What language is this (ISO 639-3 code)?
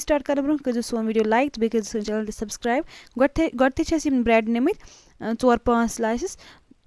kas